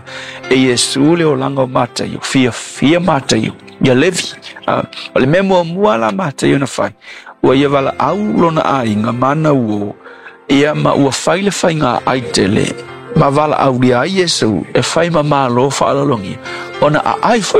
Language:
Samoan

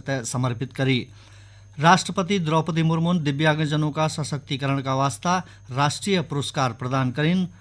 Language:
Garhwali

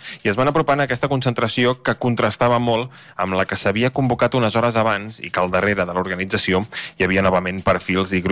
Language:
Catalan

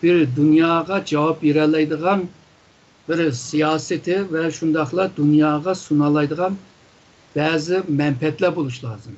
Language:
Uyghur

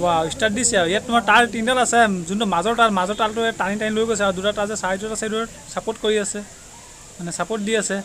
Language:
Assamese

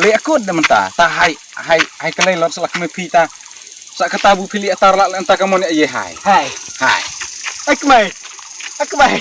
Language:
Khasi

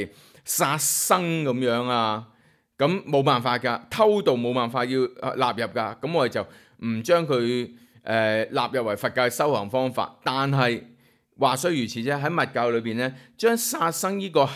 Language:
Cantonese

